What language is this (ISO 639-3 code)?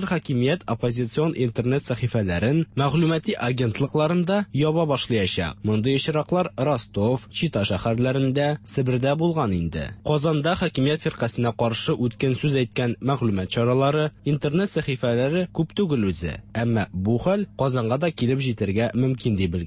tat